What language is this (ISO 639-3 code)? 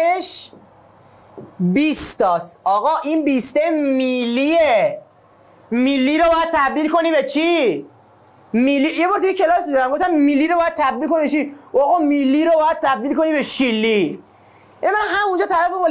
fas